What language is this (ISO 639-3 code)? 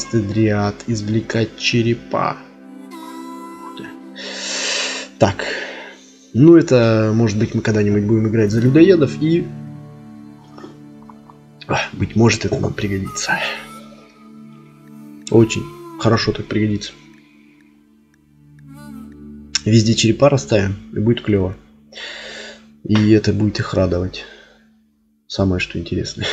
rus